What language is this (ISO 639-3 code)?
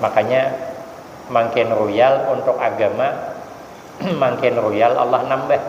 bjn